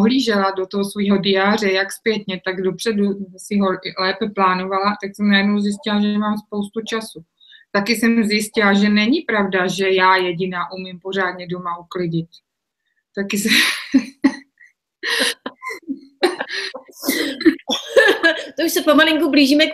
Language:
Czech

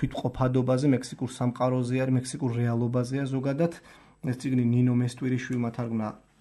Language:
Georgian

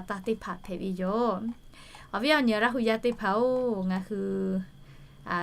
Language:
Lahu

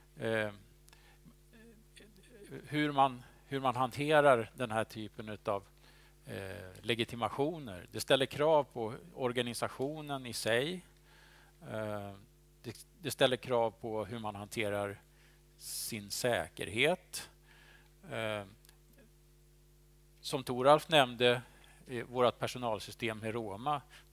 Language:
Swedish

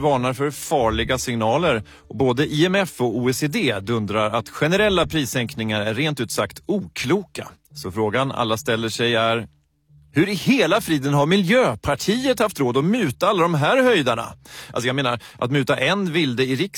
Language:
Swedish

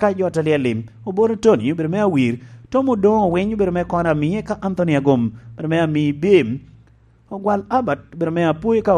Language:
Lango (Uganda)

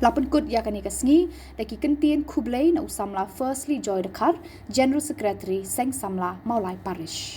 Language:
Khasi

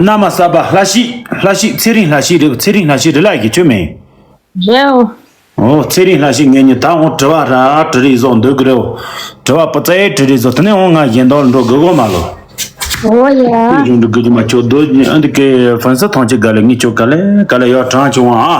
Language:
Tibetan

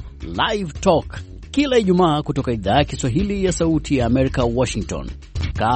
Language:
Swahili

